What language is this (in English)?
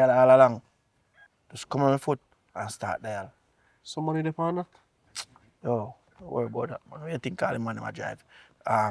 Jamaican Creole English